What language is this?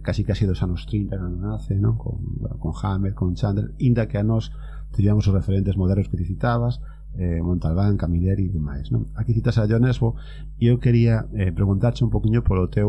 Galician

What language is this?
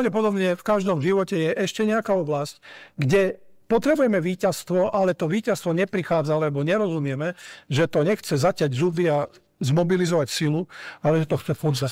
Slovak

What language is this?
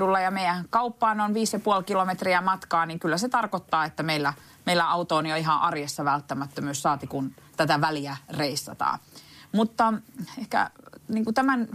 Finnish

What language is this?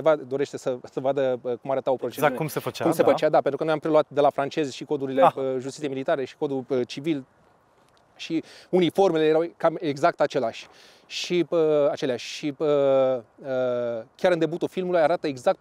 Romanian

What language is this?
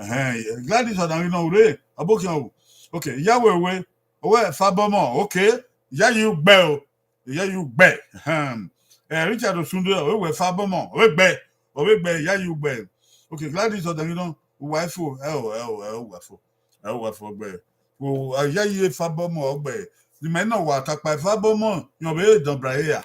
Bini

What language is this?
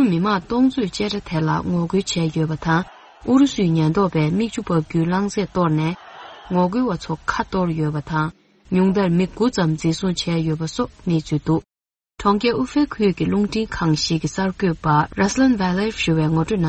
Tibetan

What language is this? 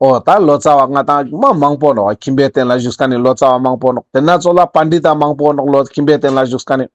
Ladakhi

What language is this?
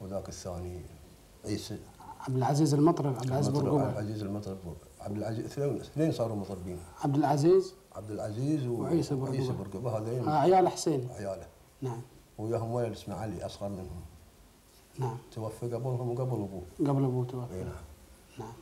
Gulf Arabic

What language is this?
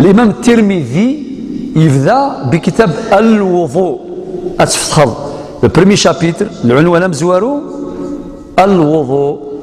Algerian Arabic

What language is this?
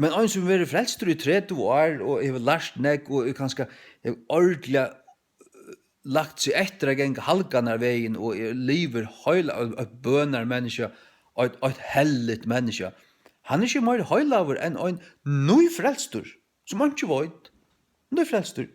Faroese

